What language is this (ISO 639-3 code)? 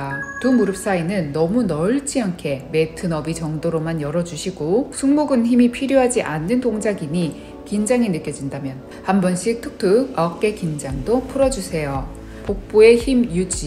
kor